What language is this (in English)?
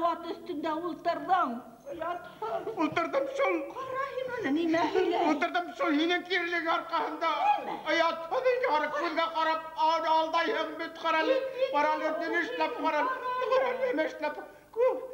Bashkir